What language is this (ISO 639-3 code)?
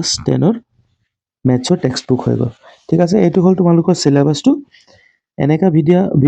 asm